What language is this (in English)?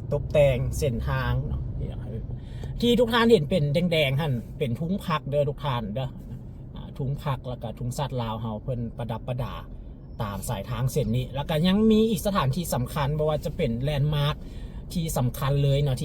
Lao